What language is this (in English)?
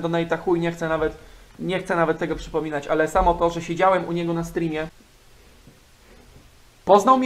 Polish